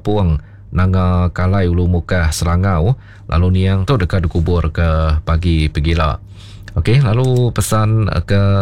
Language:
Iban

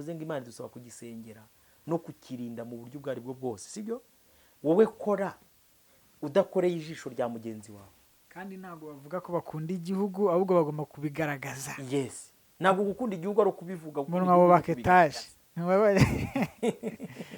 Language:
Kinyarwanda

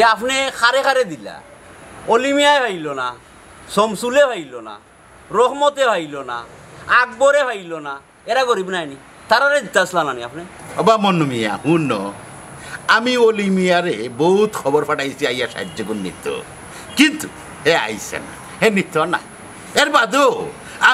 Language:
Sylheti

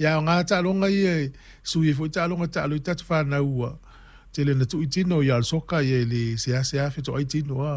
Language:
Samoan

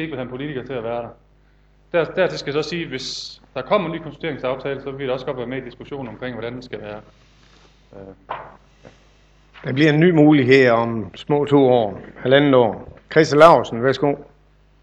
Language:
Danish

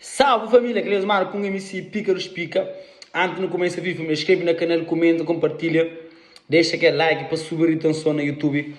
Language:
Kabuverdianu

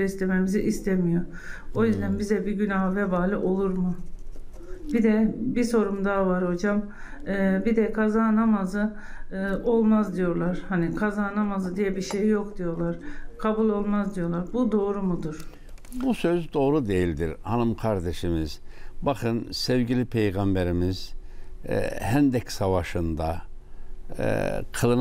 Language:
Turkish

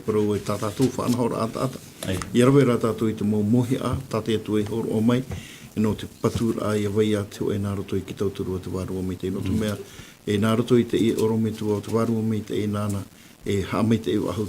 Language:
Tahitian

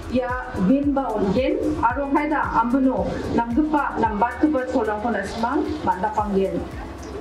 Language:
Garo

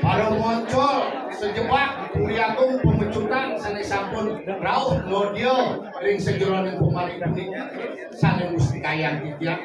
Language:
Balinese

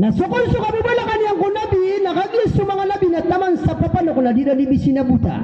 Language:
Maranao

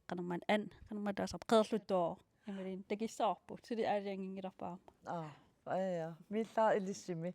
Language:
Kalaallisut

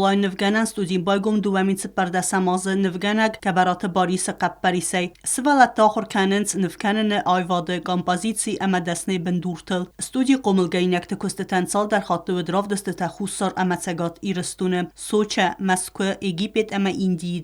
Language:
Ossetic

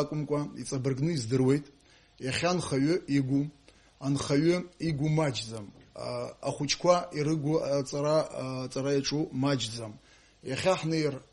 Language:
Abkhazian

